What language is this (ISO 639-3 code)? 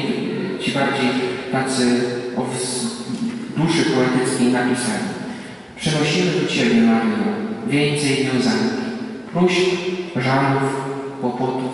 pol